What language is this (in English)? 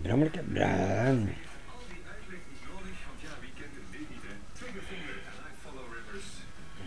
Dutch